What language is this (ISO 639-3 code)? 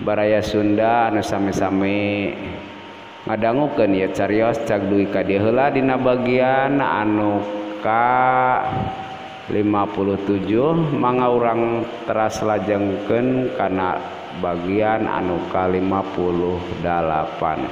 sun